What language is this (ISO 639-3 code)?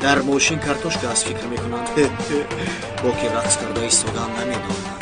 tgk